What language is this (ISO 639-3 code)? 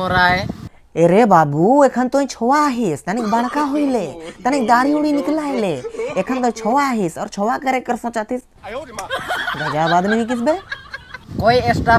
sck